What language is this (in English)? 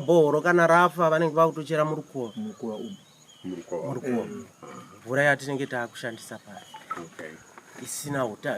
Shona